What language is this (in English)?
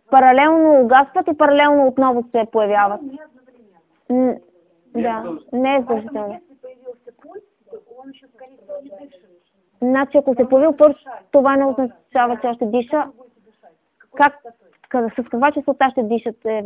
Bulgarian